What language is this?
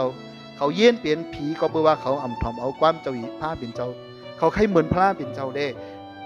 Shan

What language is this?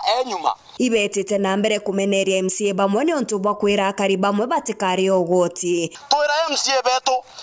Meru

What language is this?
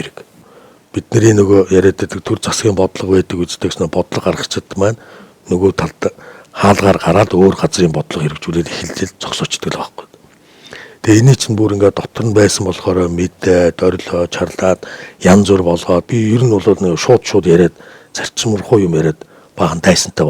Mongolian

